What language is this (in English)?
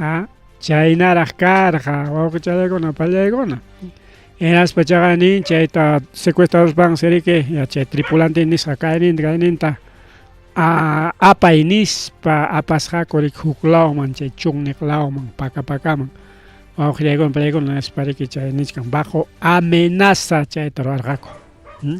Ayacucho Quechua